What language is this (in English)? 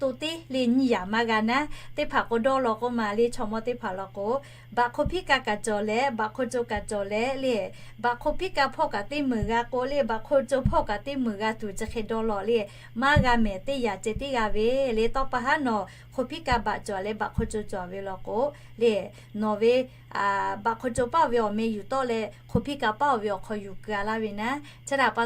Lahu